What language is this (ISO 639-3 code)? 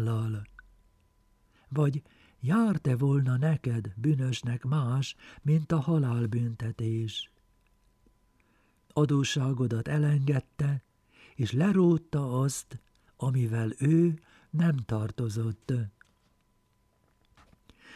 hun